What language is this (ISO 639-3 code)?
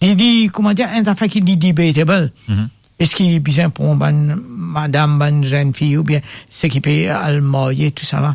mfe